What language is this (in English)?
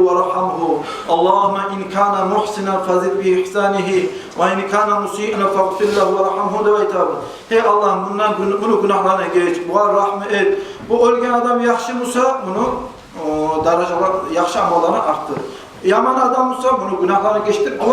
Kumyk